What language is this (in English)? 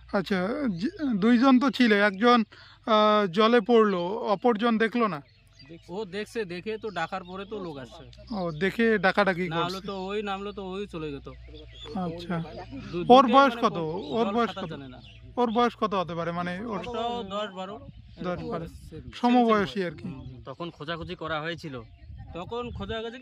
Bangla